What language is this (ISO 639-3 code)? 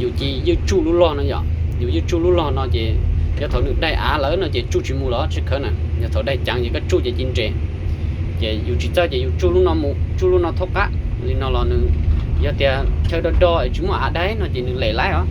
hmn